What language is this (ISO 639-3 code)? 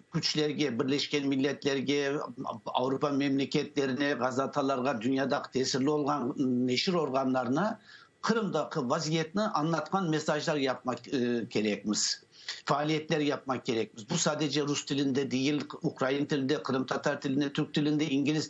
crh